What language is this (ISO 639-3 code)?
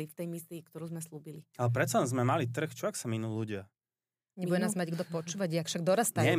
slk